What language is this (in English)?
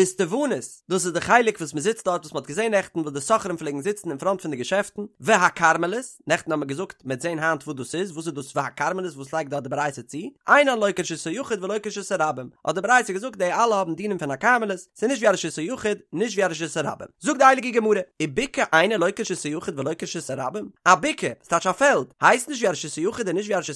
Yiddish